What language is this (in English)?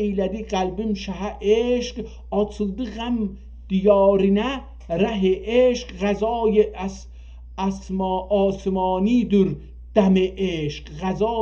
South Azerbaijani